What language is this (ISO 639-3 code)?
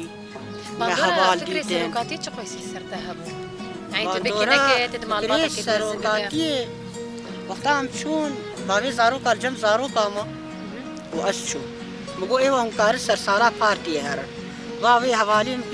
kur